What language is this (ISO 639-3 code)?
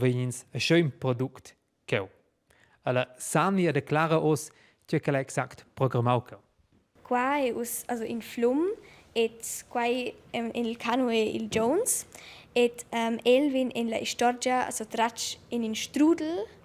roh